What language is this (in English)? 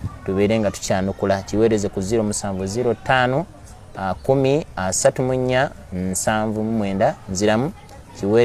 Ganda